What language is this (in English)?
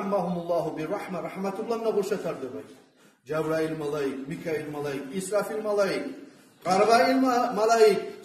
Kumyk